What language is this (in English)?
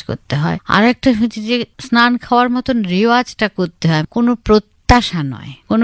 Bangla